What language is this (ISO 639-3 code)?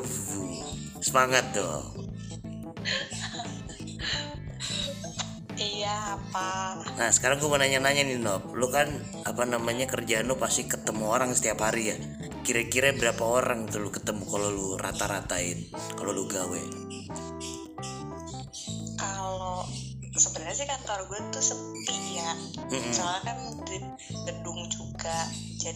ind